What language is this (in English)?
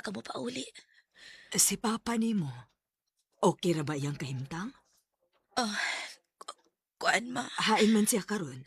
Cebuano